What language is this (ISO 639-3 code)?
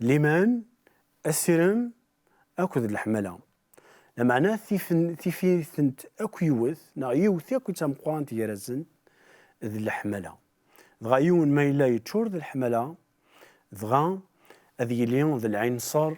kab